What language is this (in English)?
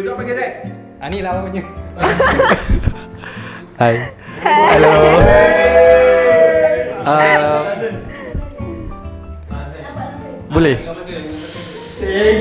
Malay